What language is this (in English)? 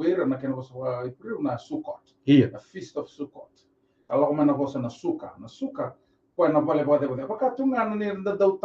Fijian